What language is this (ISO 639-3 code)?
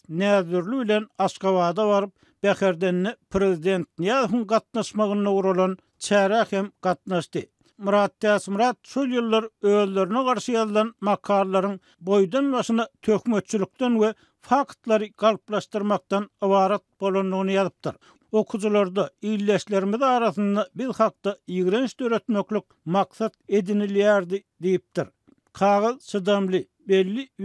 tuk